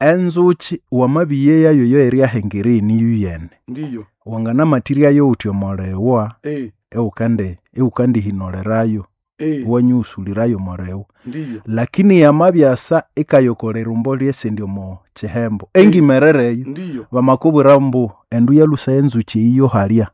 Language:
Nande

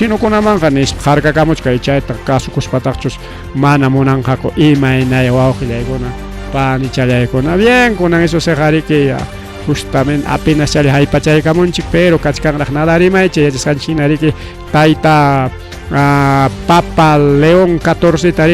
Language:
Ayacucho Quechua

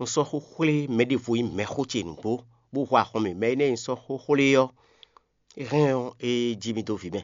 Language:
Fon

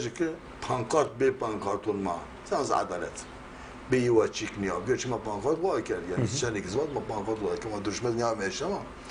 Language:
Zaza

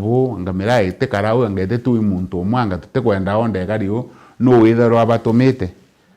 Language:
Meru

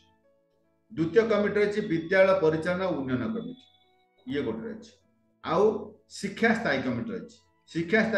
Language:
Odia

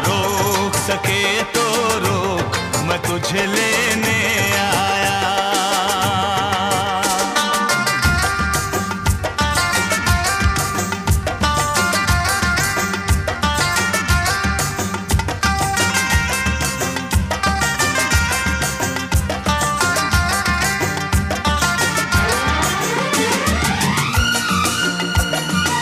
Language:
Hindi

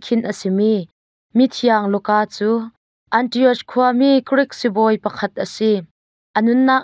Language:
Hakha Chin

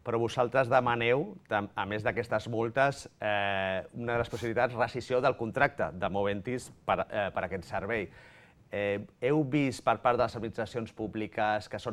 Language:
Catalan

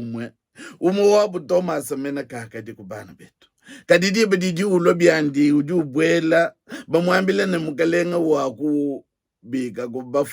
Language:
Luba-Lulua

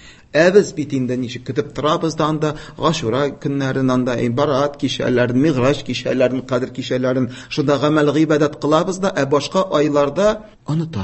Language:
Tatar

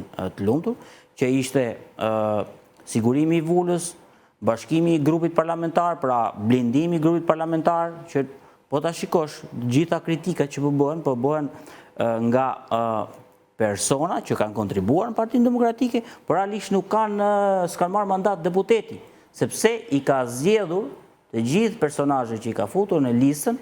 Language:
Albanian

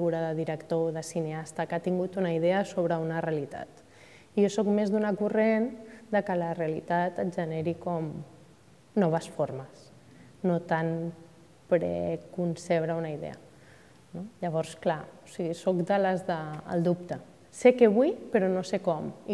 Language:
Catalan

